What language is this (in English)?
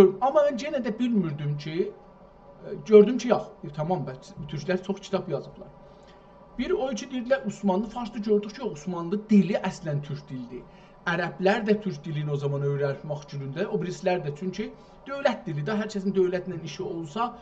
South Azerbaijani